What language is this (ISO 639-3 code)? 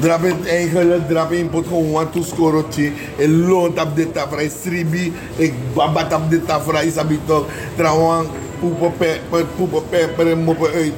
srn